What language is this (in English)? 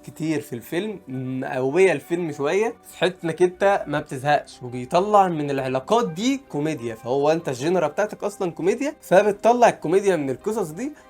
Egyptian Arabic